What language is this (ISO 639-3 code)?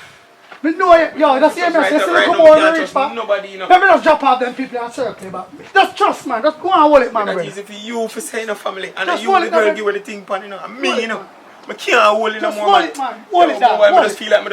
jam